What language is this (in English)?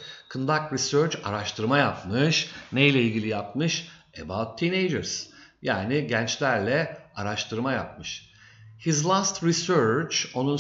Turkish